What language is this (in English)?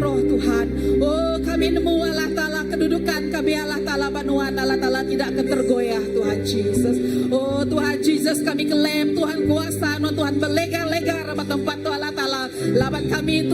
Iban